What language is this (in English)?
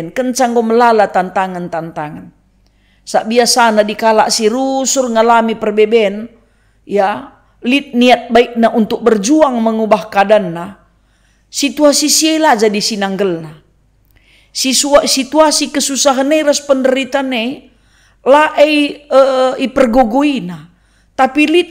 Batak Karo